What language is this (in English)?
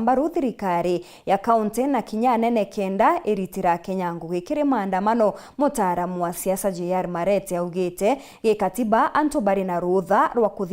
Meru